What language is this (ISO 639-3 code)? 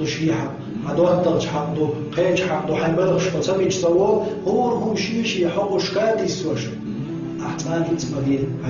che